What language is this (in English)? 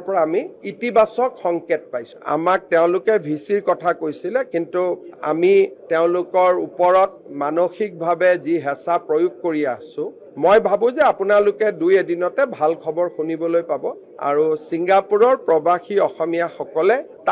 Assamese